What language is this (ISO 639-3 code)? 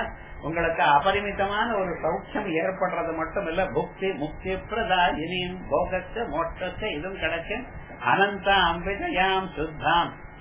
tam